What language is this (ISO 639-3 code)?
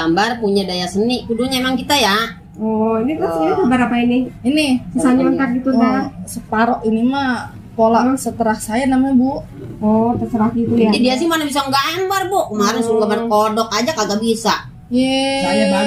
bew